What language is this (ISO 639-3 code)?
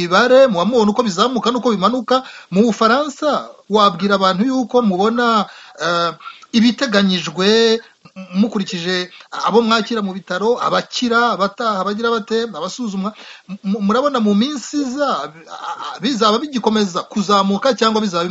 kin